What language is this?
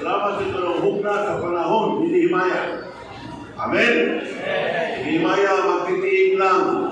Cebuano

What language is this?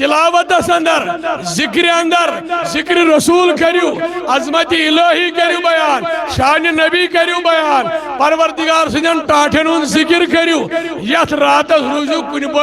Kashmiri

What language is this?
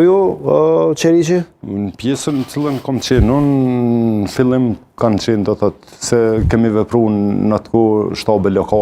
Albanian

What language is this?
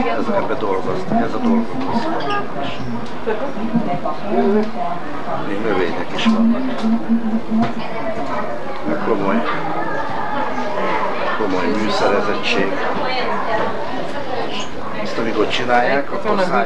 Hungarian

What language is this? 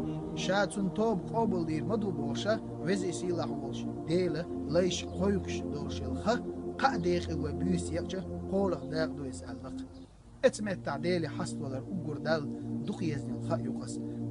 Chechen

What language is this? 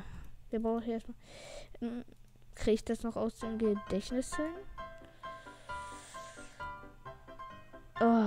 German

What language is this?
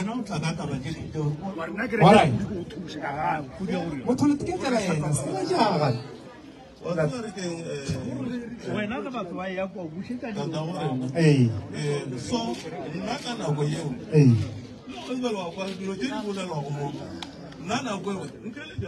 Northern Sotho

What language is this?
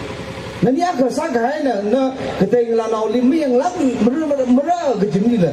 Tangkhul Naga (India)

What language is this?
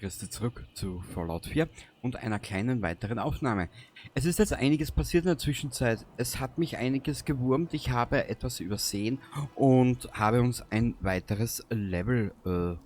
Bavarian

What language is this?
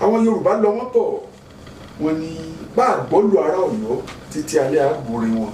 Yoruba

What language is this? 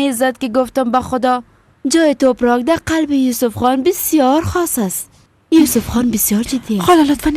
Persian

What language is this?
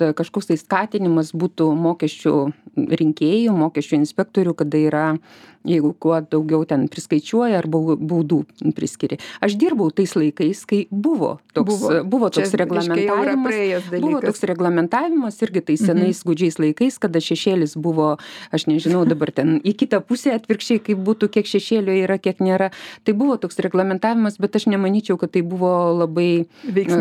Lithuanian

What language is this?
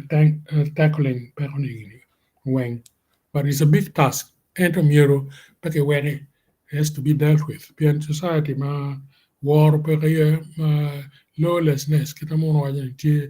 Acoli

